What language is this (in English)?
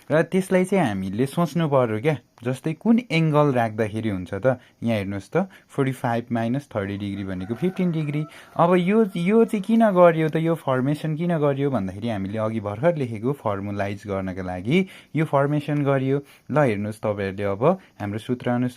Nepali